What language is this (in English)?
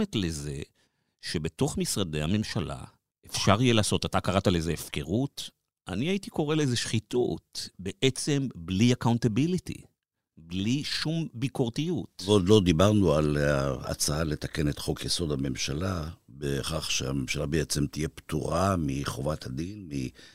Hebrew